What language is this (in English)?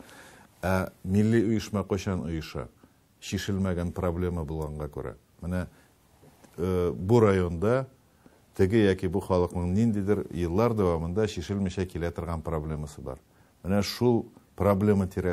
Tatar